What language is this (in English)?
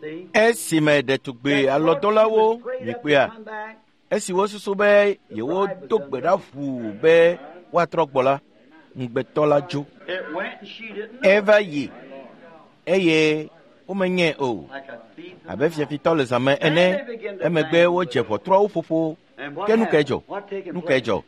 Ewe